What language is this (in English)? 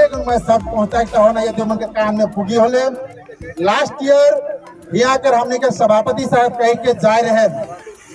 Sadri